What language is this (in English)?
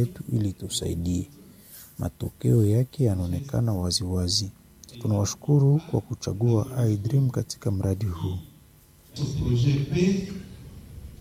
Swahili